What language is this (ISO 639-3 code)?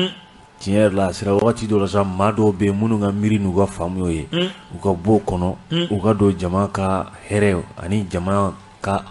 bam